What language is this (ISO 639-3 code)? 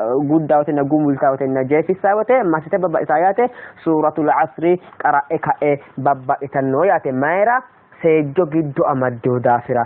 sid